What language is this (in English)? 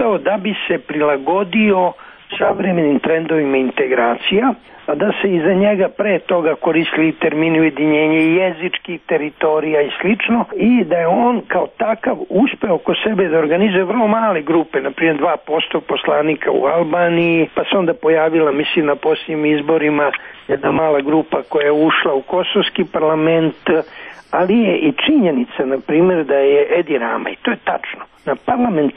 Serbian